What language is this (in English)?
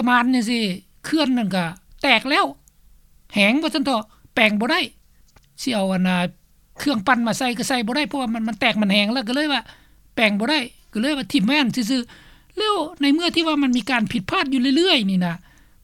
Lao